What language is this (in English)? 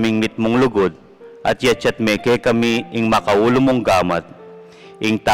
Pampanga